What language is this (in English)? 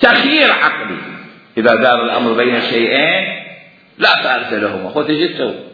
Mesopotamian Arabic